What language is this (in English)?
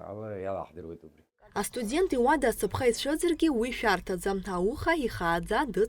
Abkhazian